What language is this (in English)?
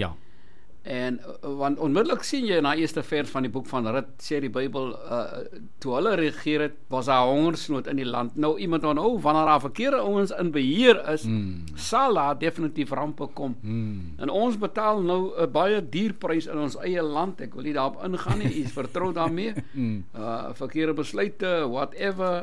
Afrikaans